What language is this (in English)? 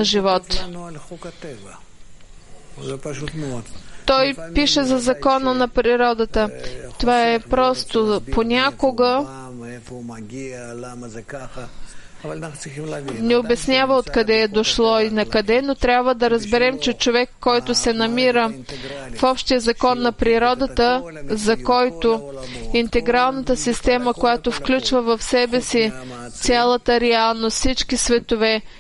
Bulgarian